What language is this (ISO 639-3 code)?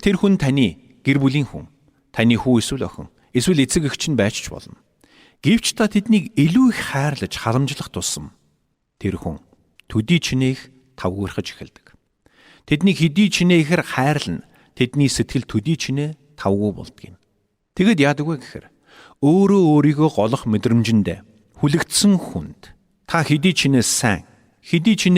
mon